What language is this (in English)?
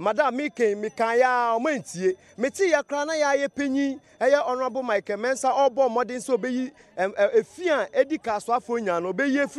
Akan